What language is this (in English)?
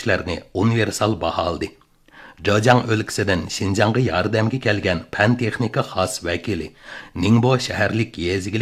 Uyghur